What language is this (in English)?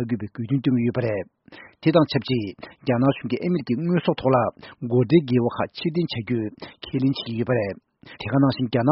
Tibetan